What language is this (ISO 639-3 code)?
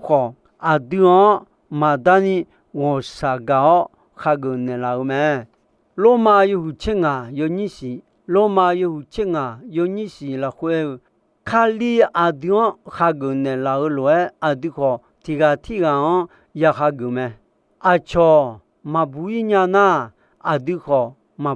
ahk